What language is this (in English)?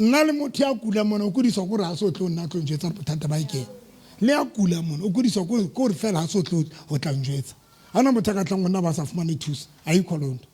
Southern Sotho